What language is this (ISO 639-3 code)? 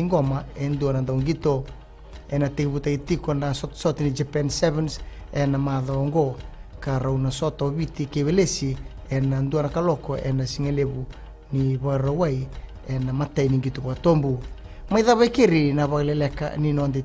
fij